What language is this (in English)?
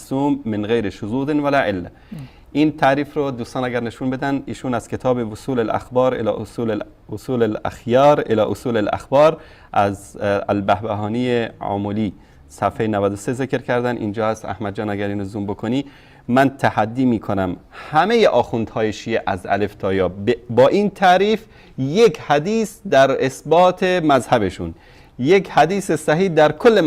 Persian